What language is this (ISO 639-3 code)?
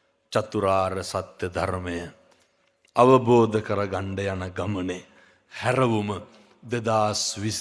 sin